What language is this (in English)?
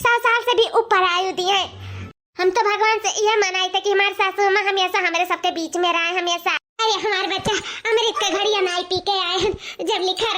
Awadhi